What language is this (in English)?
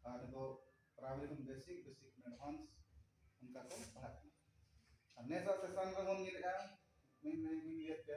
Santali